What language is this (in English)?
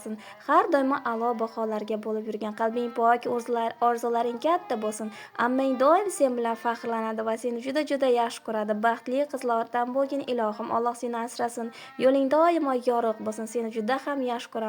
Uzbek